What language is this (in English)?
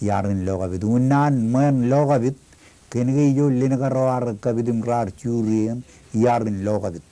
Marshallese